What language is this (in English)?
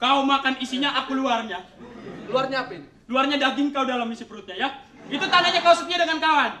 Betawi